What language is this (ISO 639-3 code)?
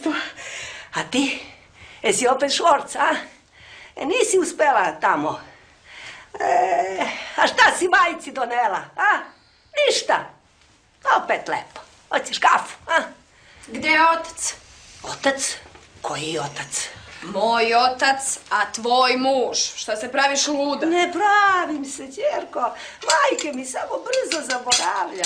srp